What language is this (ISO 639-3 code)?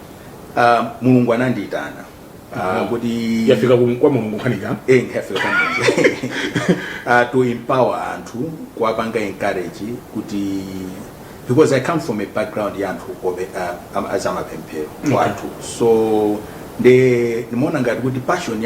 nya